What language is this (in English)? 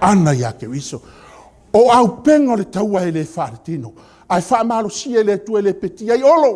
Samoan